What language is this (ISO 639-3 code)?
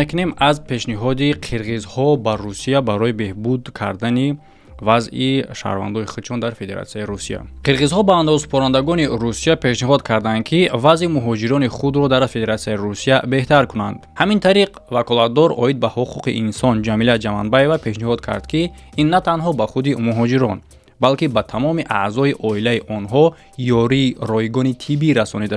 tgk